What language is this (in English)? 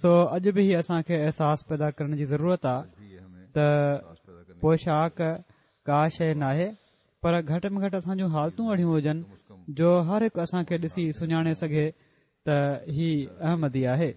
Sindhi